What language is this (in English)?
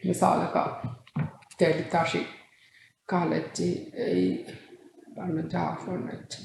Divehi